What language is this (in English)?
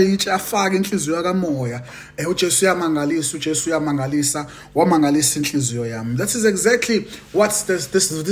Zulu